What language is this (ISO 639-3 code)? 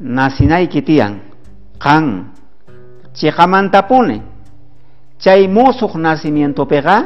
quh